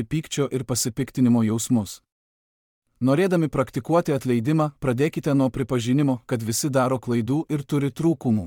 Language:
Lithuanian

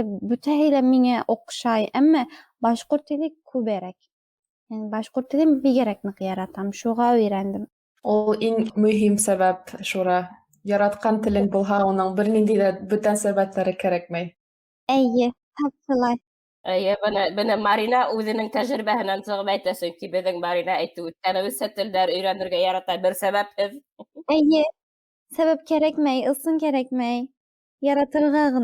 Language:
Bashkir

